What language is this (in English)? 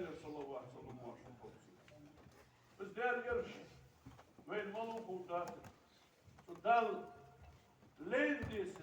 Ingush